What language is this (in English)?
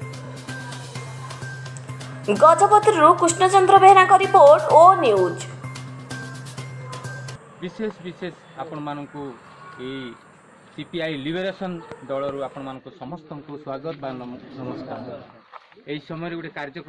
Odia